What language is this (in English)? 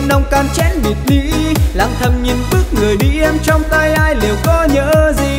Vietnamese